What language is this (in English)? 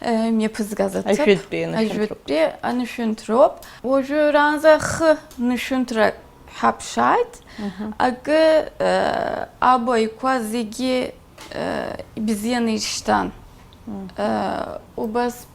Abkhazian